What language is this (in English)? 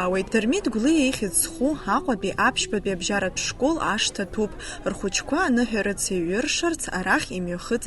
Abkhazian